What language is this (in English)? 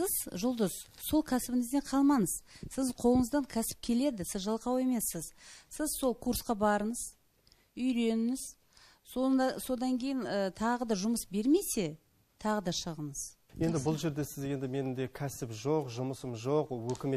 Kazakh